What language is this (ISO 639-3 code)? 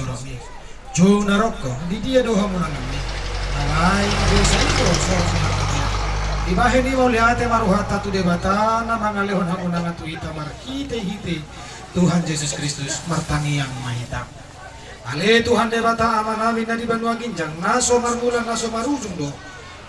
bbc